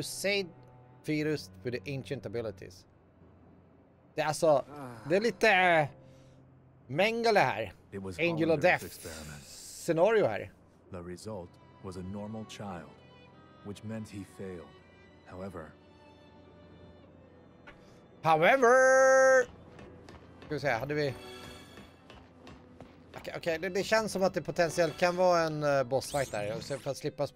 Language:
Swedish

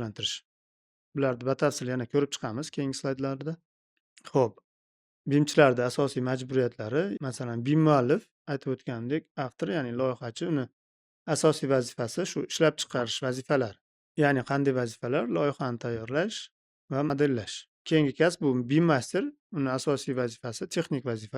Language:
Uzbek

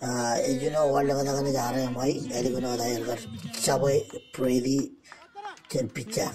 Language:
Marshallese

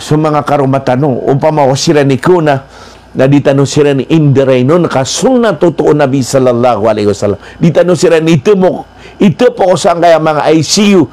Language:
Maranao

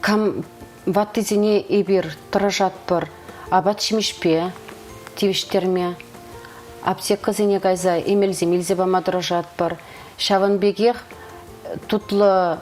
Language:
Chuvash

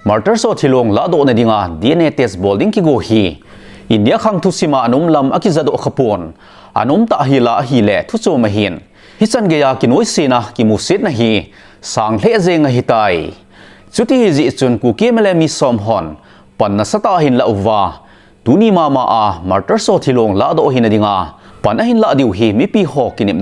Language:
Thado Chin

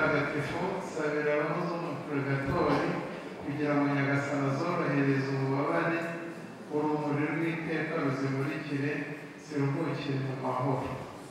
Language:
Kinyarwanda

